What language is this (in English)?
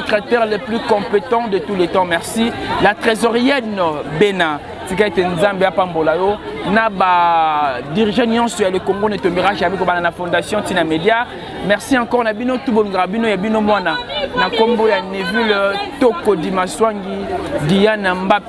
Lingala